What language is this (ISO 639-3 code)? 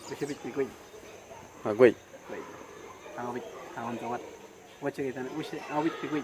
kwi